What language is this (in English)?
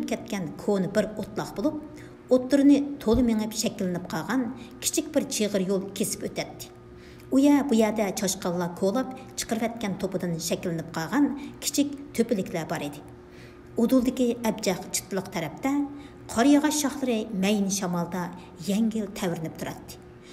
Uyghur